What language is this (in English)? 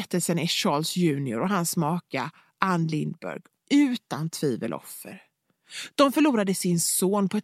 Swedish